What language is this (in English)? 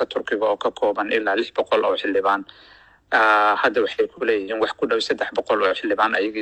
Somali